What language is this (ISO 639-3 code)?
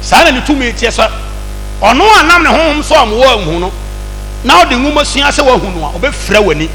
aka